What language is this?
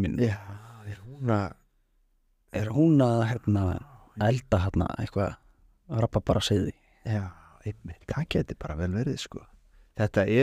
Icelandic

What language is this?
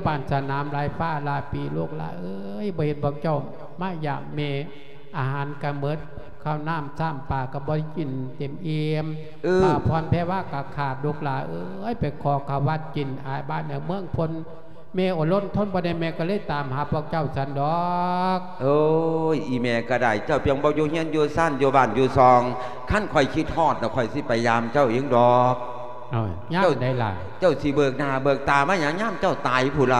Lao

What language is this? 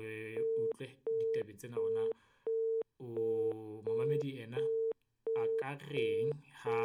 Southern Sotho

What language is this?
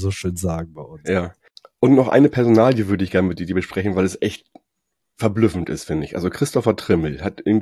German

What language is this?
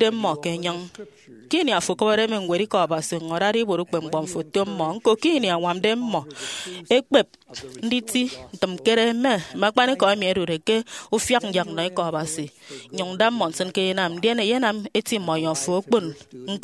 Efik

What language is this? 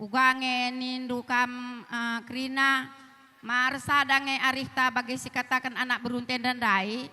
Batak Karo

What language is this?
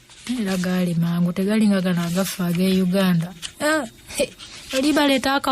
Ganda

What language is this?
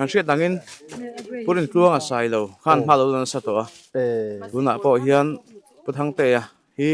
Mizo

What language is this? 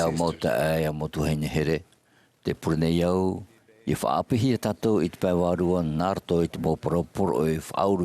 Tahitian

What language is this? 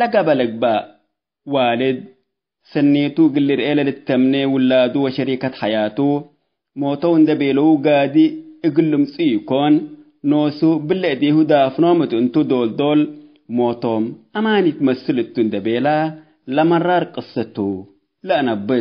Tigre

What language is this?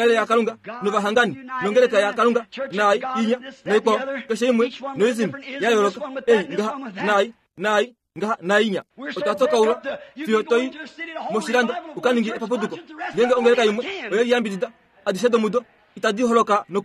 Kuanyama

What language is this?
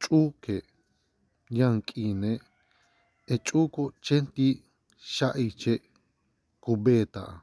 Yucateco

